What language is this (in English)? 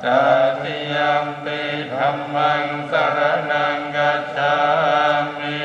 Pali